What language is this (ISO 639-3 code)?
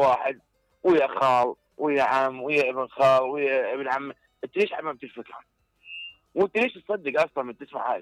acm